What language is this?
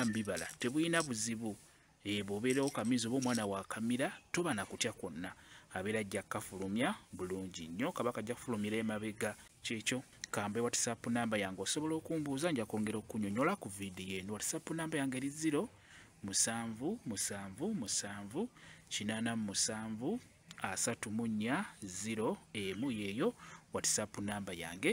Ganda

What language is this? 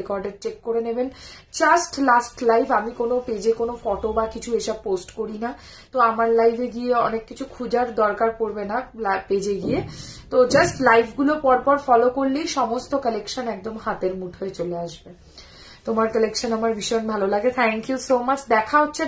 Bangla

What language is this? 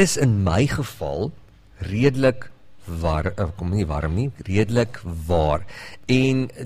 Afrikaans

